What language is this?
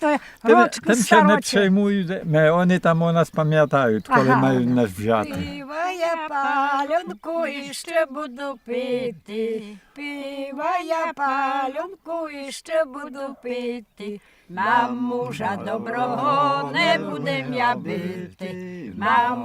Rusyn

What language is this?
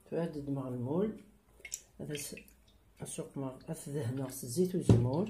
Kabyle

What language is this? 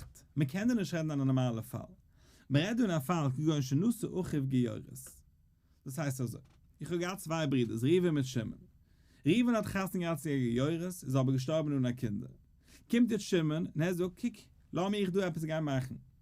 Yiddish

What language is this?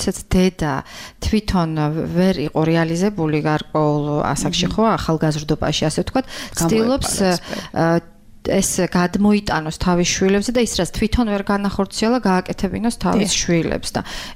Georgian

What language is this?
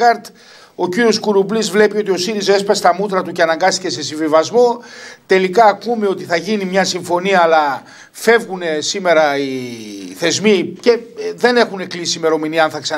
Greek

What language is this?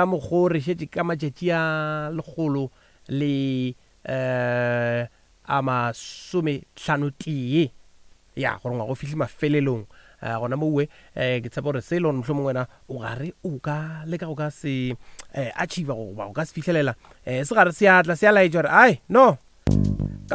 Northern Sotho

